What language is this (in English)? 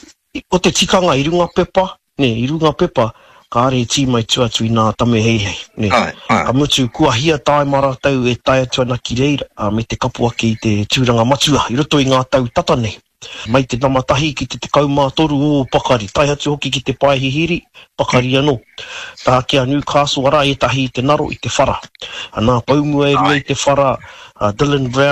Māori